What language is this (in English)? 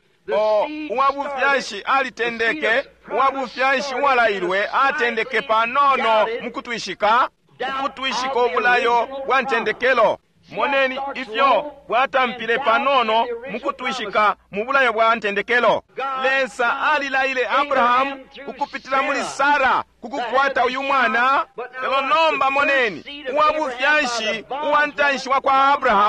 Bemba